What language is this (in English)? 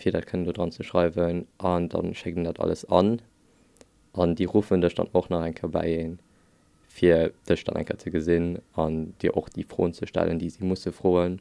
Luxembourgish